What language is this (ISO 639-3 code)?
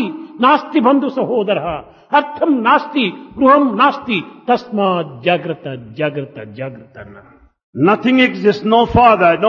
tel